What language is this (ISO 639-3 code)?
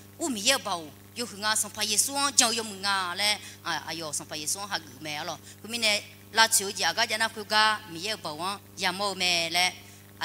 ahk